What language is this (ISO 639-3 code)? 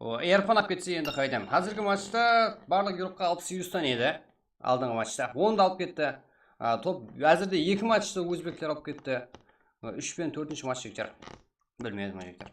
kaa